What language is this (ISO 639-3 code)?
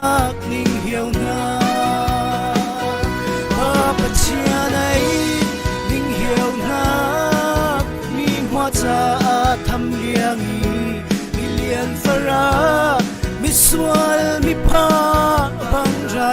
cfm